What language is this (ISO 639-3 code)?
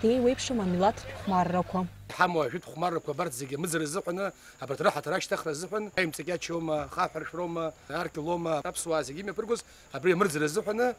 abk